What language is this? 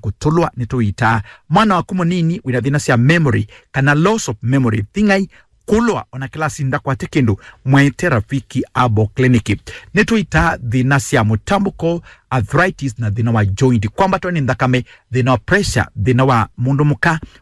Kamba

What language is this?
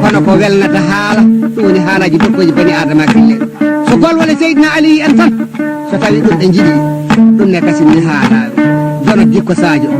Fula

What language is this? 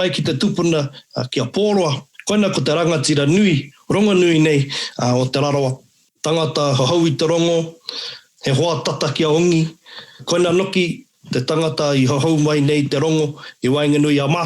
Māori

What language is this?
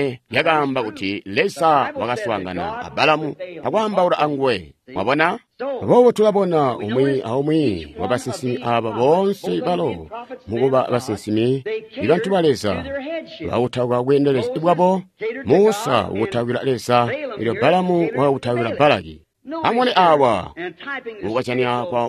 Tonga (Zambia)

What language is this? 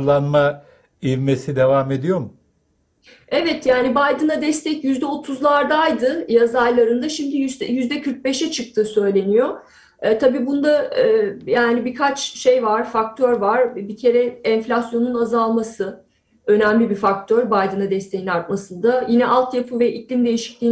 Turkish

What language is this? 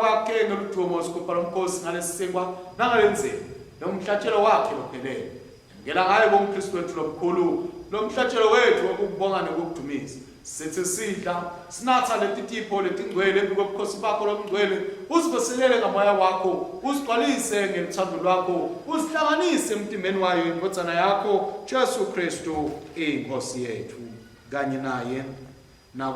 Swati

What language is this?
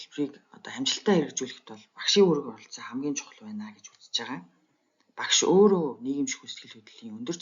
Mongolian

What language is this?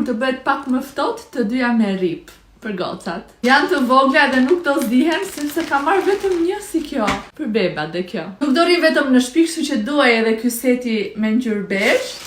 Albanian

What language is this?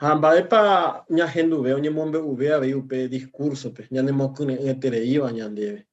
Guarani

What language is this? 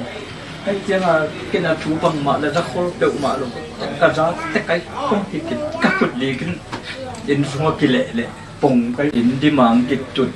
Tedim Chin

